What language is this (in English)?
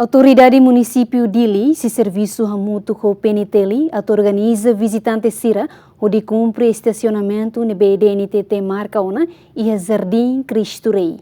Tetum